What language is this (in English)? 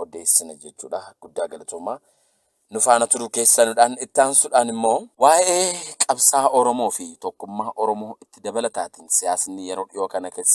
Oromo